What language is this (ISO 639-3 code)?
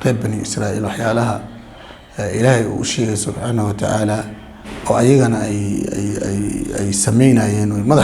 som